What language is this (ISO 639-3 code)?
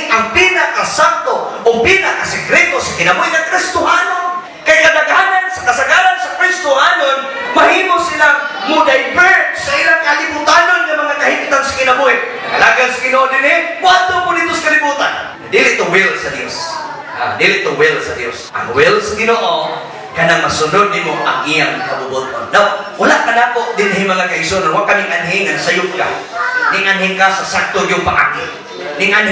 ceb